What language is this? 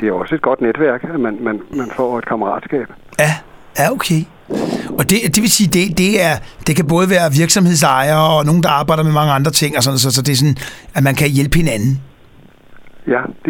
Danish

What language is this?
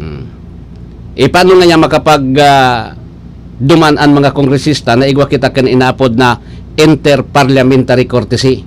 Bikol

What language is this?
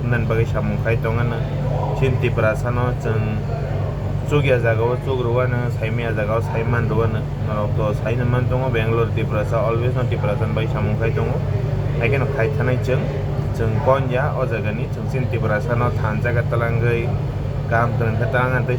Kok Borok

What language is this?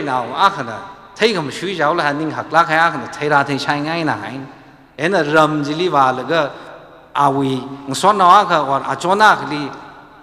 Tangkhul Naga (India)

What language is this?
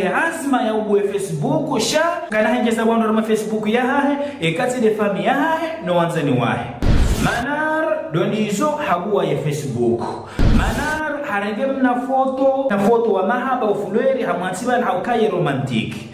Ngazidja Comorian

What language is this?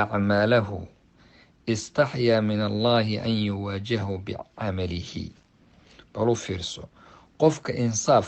Somali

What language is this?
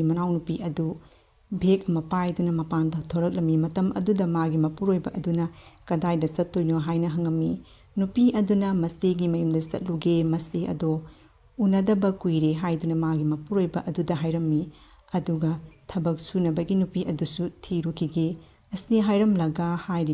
Manipuri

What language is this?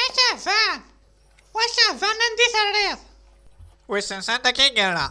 Kabyle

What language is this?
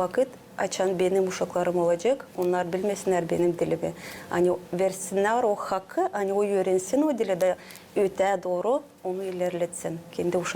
Gagauz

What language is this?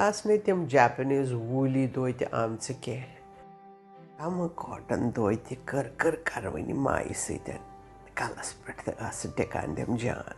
Kashmiri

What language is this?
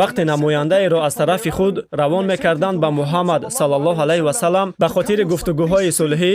Tajik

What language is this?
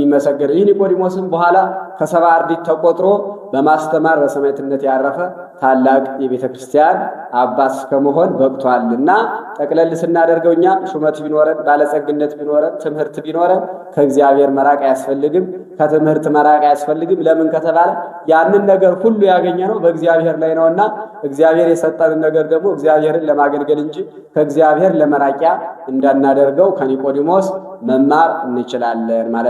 Amharic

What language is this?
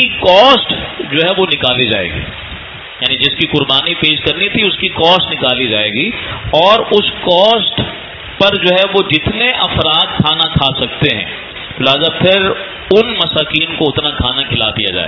Urdu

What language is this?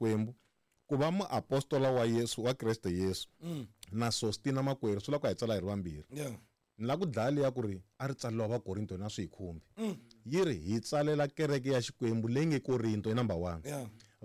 Tsonga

